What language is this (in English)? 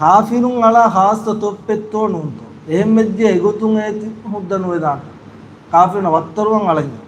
Divehi